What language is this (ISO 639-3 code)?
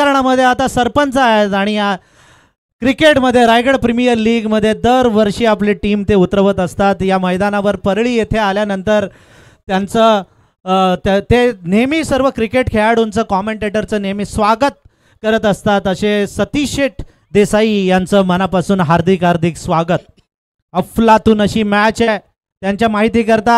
mar